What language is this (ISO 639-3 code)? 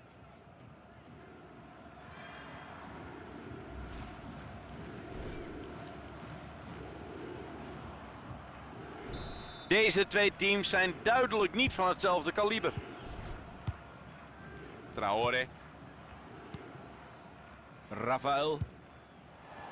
nld